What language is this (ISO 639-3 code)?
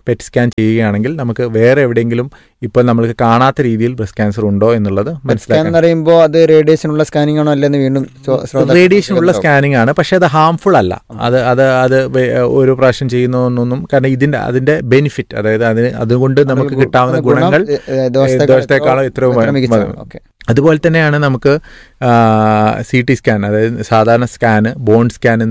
mal